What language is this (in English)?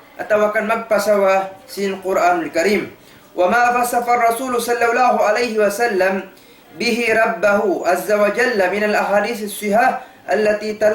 Tausug